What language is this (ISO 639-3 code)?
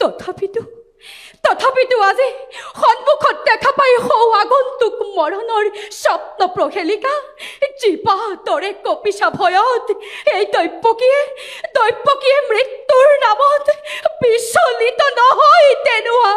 asm